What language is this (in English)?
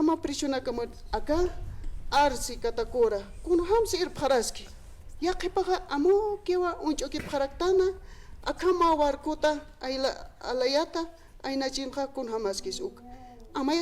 Aymara